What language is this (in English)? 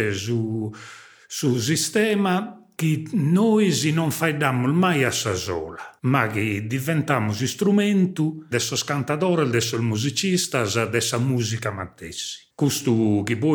Sardinian